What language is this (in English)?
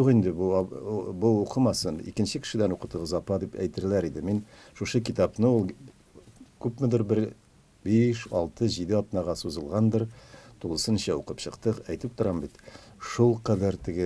Tatar